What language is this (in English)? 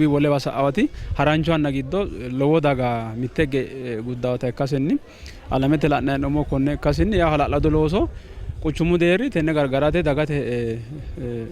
Sidamo